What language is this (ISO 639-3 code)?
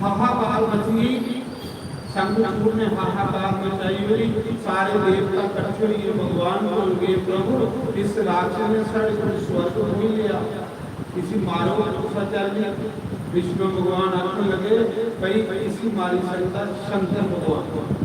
doi